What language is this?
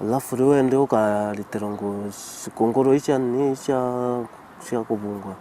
Meru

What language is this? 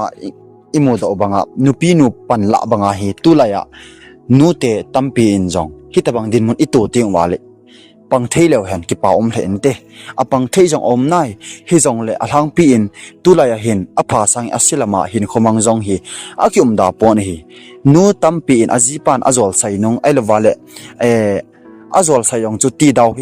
Thado Chin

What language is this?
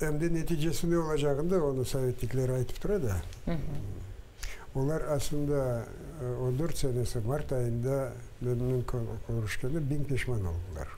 Crimean Tatar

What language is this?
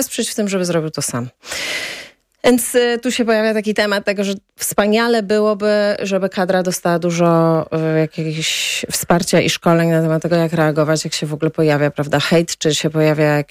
Polish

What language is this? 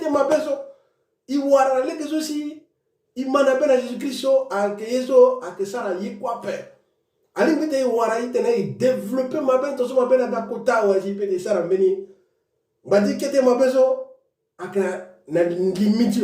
Sango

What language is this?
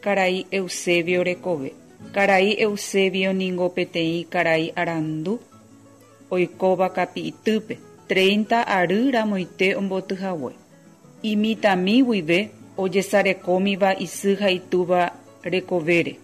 Guarani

